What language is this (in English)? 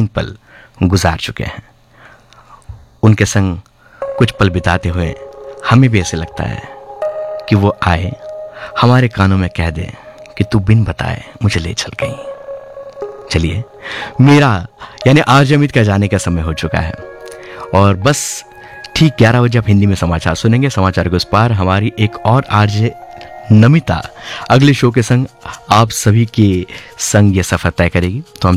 Hindi